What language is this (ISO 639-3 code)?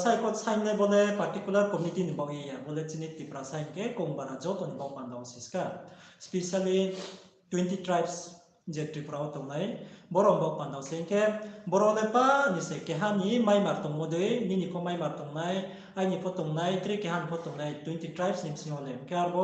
ria